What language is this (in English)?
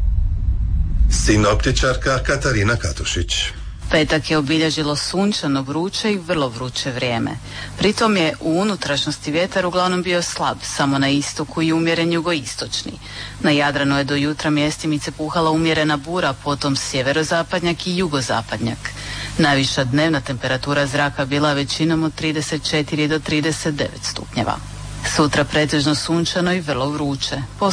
Croatian